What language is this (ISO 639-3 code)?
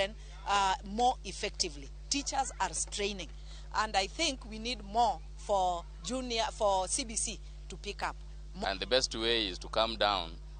luo